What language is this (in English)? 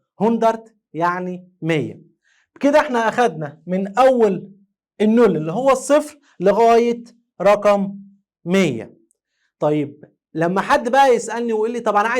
Egyptian Arabic